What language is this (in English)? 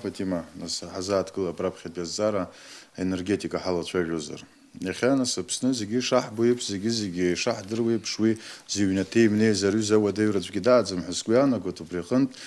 Abkhazian